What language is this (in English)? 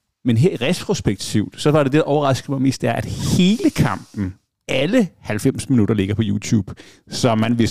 Danish